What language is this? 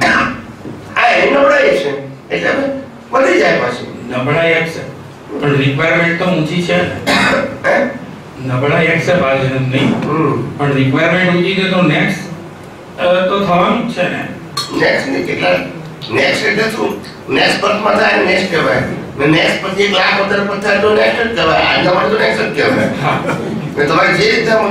Gujarati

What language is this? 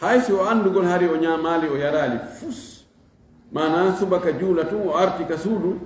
Fula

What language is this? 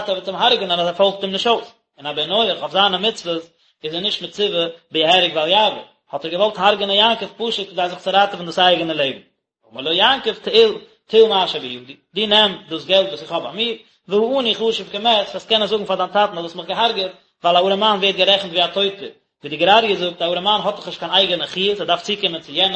Yiddish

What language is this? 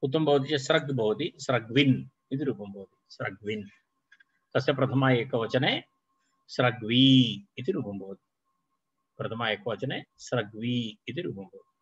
Sanskrit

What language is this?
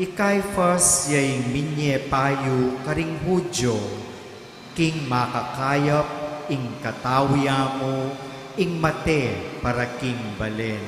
Pampanga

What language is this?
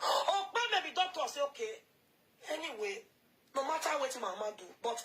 Nigerian Pidgin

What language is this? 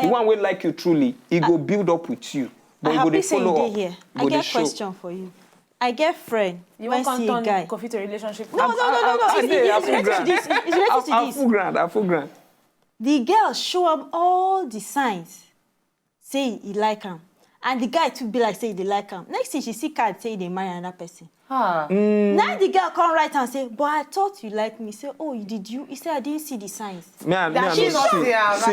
Nigerian Pidgin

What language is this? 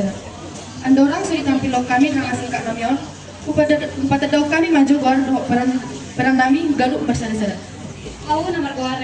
Batak Toba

